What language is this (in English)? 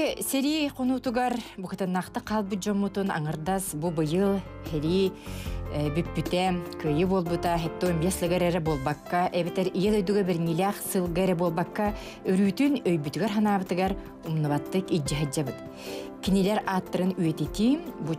Yakut